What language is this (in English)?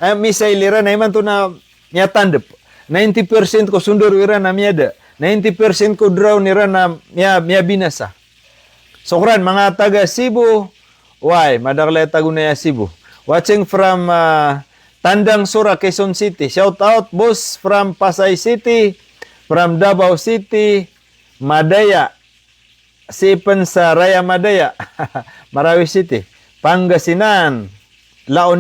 Maranao